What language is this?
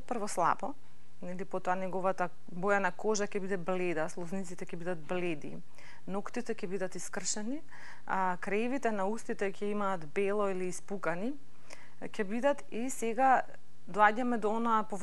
Macedonian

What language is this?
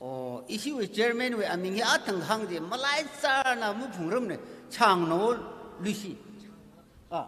Tangkhul Naga (India)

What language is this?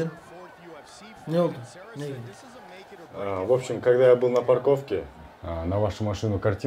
Kyrgyz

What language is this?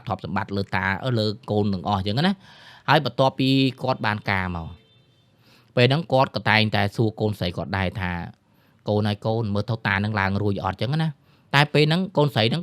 Khmer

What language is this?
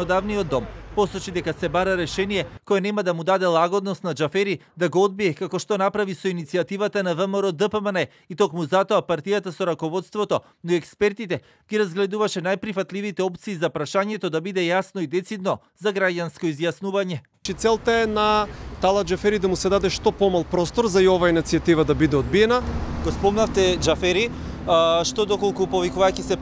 Macedonian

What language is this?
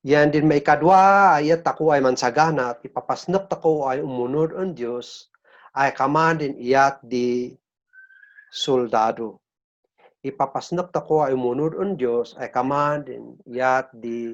Kankanaey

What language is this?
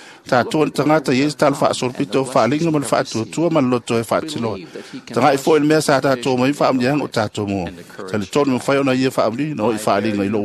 Samoan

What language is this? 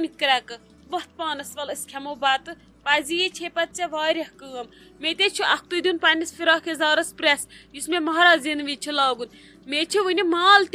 Kashmiri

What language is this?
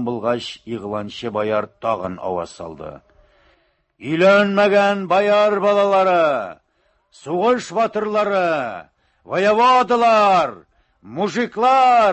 Tatar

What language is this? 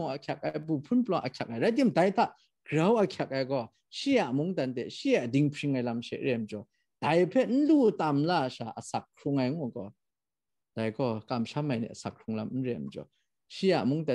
Kachin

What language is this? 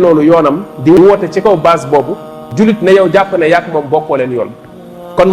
Wolof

